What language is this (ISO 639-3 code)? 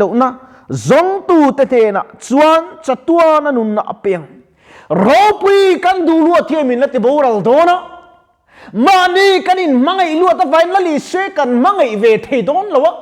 lus